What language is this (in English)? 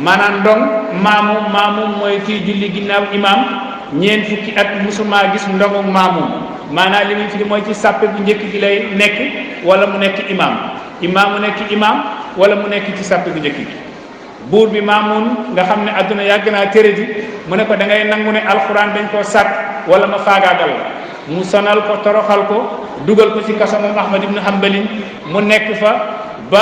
Wolof